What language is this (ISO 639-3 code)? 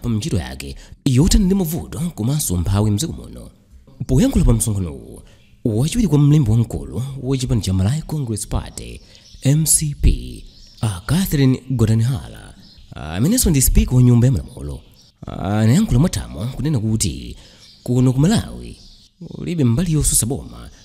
nya